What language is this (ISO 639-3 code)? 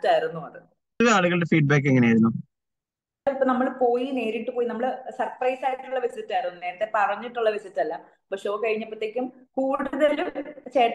mal